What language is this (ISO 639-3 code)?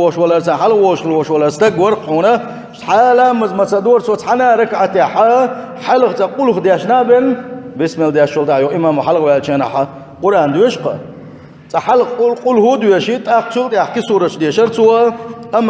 che